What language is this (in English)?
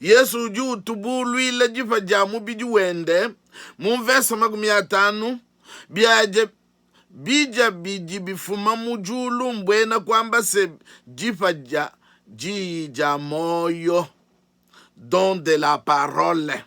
Luba-Lulua